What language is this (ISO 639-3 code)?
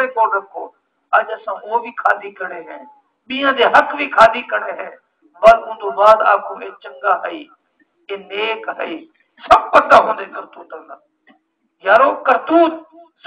skr